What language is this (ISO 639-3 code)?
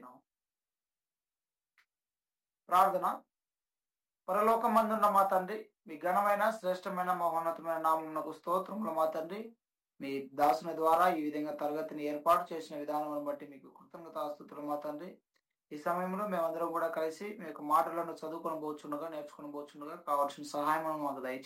tel